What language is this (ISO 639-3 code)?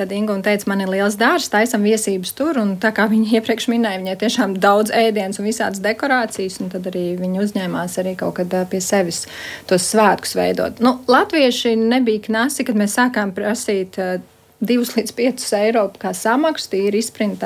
lav